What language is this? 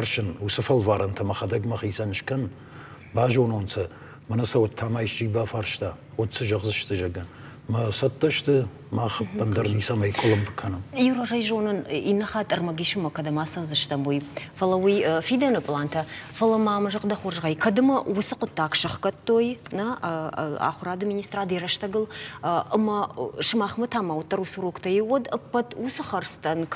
Ossetic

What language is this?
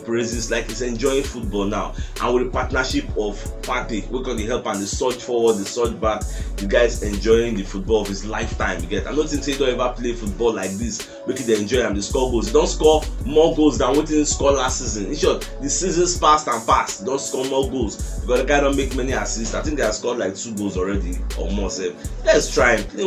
Nigerian Pidgin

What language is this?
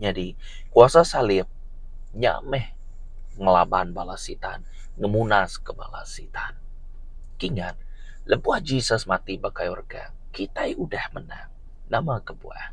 Iban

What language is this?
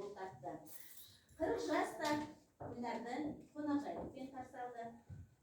Kazakh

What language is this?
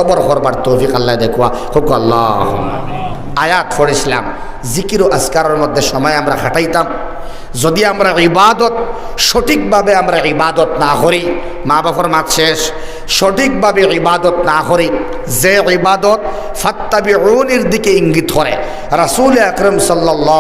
Sylheti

